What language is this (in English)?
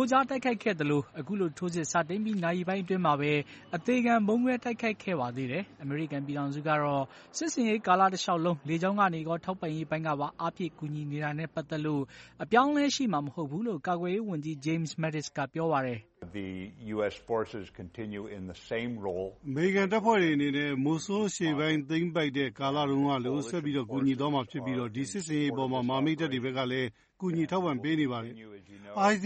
Burmese